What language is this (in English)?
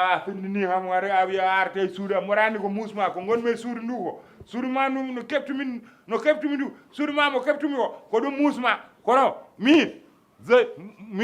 Fula